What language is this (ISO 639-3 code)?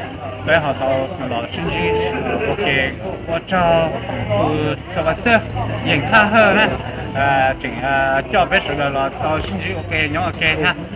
hmn